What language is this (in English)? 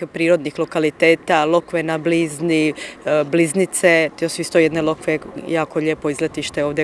Croatian